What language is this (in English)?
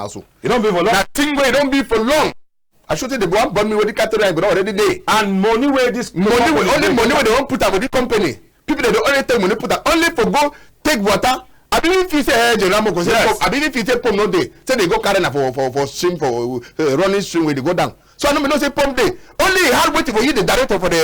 Cameroon Pidgin